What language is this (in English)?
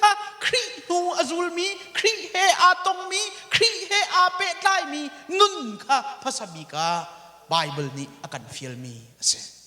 Hakha Chin